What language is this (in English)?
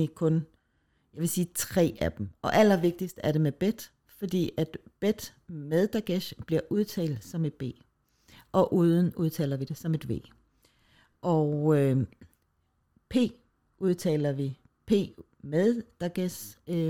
Danish